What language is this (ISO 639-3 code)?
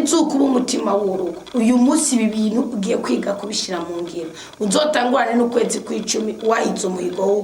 run